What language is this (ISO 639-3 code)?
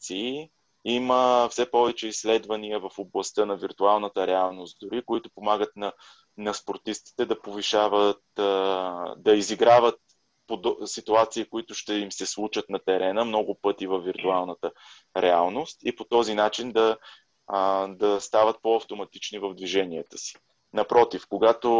bul